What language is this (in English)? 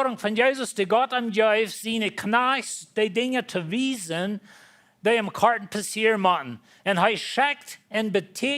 Plautdietsch